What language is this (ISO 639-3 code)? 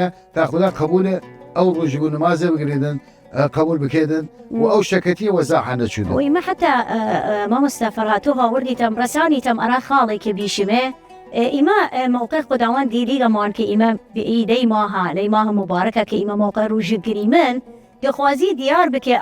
sdh